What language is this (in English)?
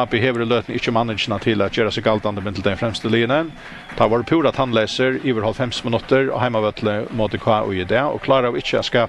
Faroese